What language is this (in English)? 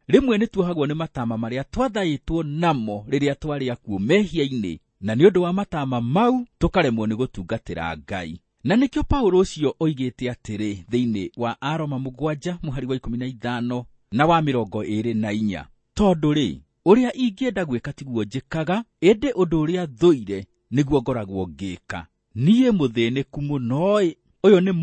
Kikuyu